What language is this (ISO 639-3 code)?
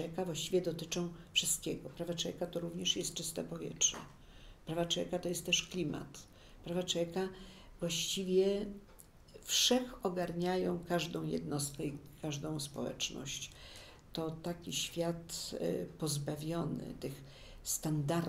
pol